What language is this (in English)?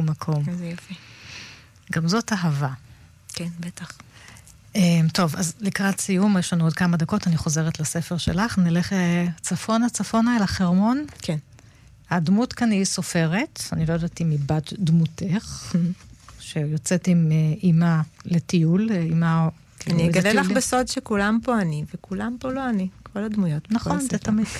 Hebrew